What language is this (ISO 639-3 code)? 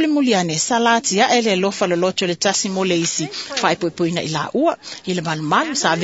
smo